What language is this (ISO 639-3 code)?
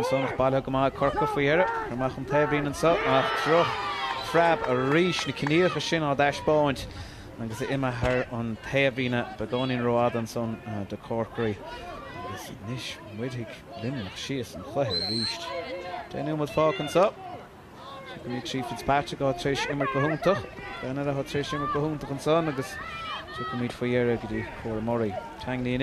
gle